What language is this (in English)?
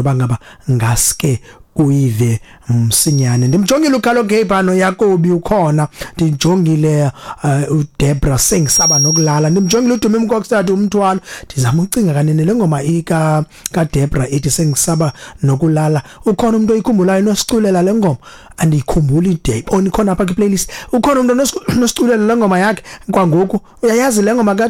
Xhosa